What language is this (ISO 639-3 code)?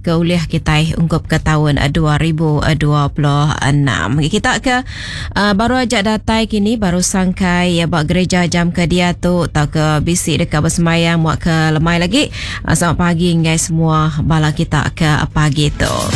iba